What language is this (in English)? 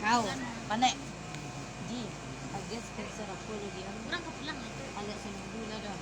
Minangkabau